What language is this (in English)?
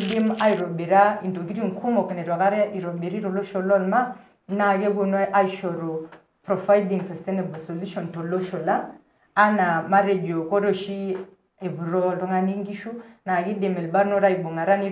Masai